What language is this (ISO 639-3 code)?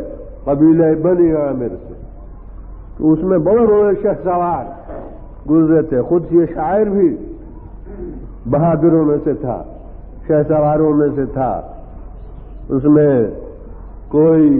urd